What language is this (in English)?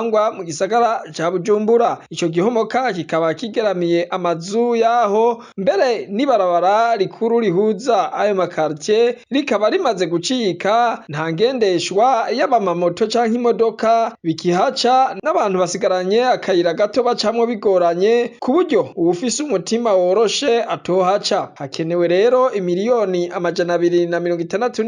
Rundi